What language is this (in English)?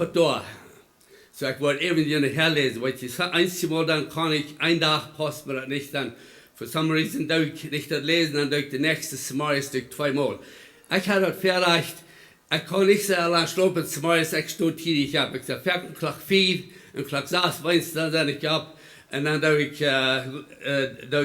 Plautdietsch